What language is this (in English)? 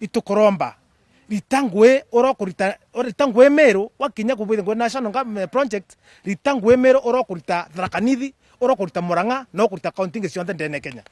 Meru